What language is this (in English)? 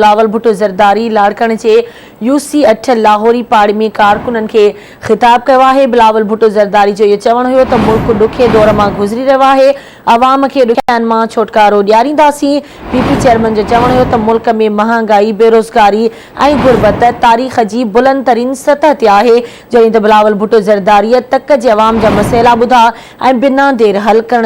Sindhi